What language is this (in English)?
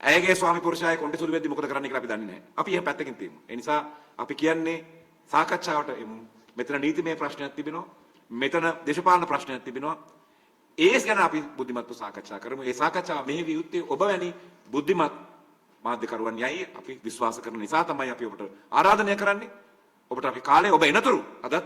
Sinhala